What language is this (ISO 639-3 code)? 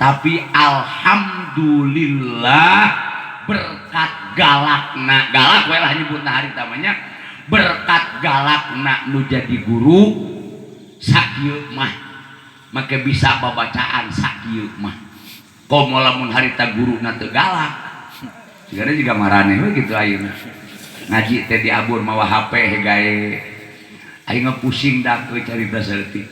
sun